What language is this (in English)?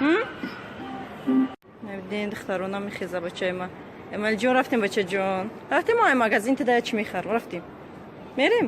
Tajik